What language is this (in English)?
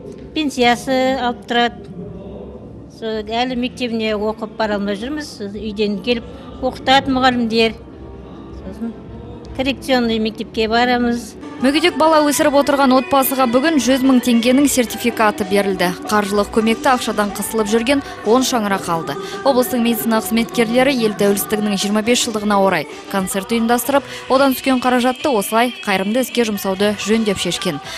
Kazakh